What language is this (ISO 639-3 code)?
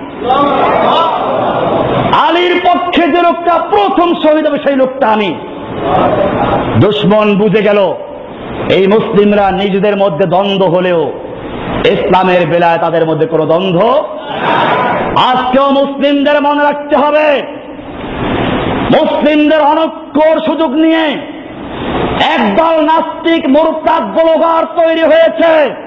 ben